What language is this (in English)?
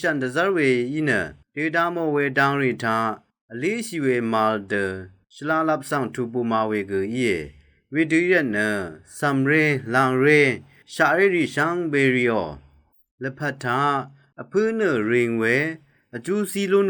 Rawang